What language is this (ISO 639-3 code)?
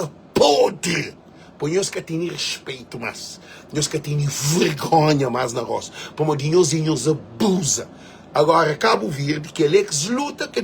kea